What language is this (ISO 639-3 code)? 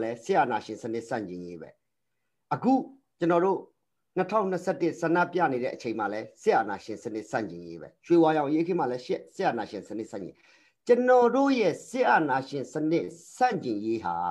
mya